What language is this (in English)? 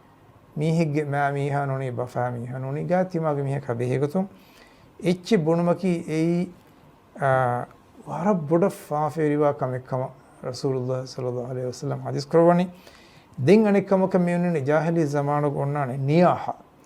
Divehi